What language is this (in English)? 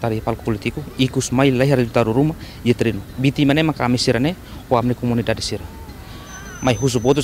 Tetum